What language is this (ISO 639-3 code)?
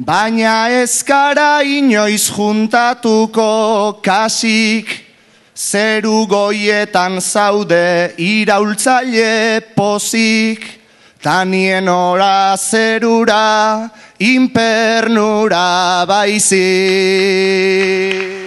eus